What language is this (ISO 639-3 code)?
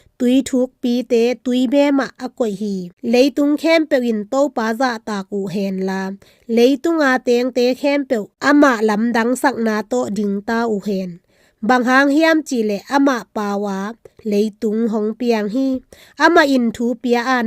ctd